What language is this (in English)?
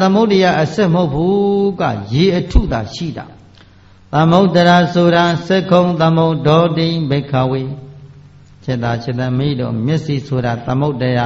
Burmese